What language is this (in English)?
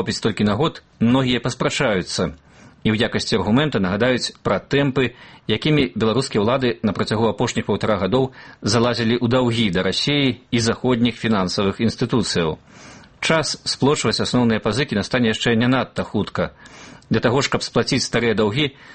Belarusian